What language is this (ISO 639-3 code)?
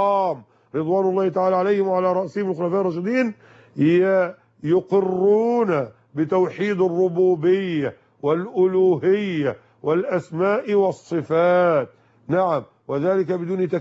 ara